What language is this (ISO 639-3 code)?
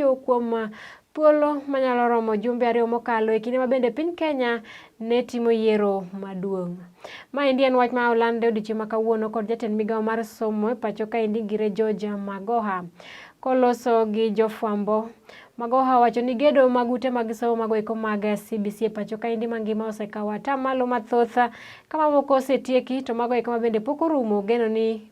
luo